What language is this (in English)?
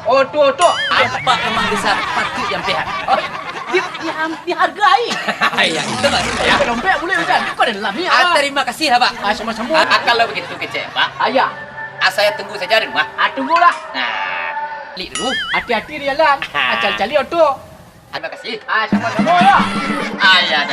Minangkabau